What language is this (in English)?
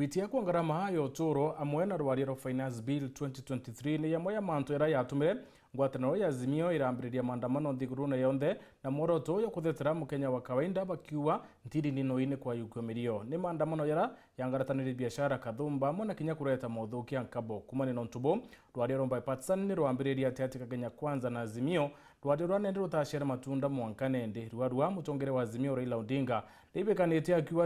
Meru